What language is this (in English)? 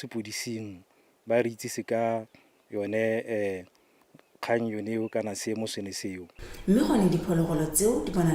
Tswana